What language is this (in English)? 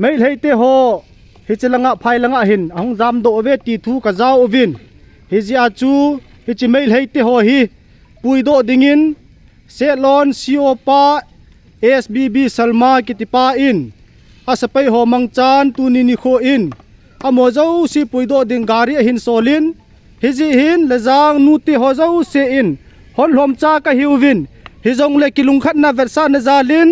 Paite Chin